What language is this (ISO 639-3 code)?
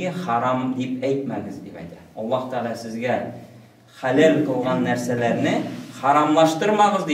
tat